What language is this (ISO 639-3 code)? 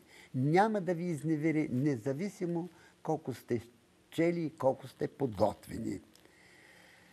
bul